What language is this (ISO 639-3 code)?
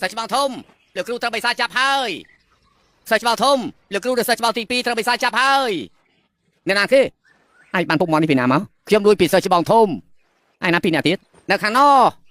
khm